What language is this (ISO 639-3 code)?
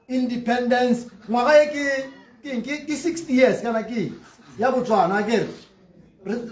tsn